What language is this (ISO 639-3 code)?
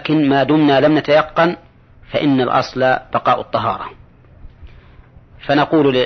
ara